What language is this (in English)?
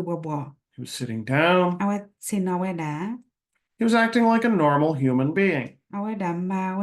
S'gaw Karen